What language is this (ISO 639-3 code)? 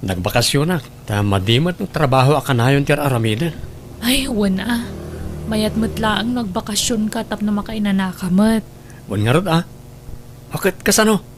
ilo